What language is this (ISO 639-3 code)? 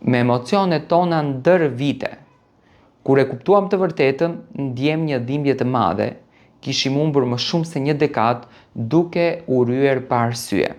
sqi